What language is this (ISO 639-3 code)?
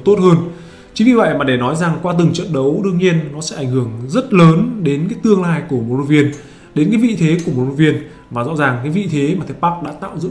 vie